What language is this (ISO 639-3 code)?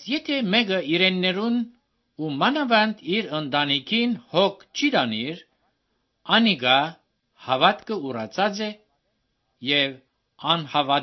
hye